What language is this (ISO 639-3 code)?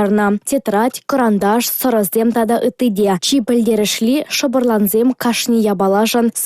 chv